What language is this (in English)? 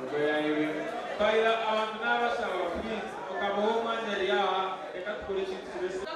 Nyankole